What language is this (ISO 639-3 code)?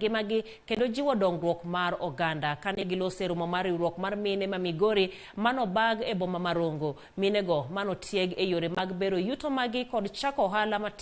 luo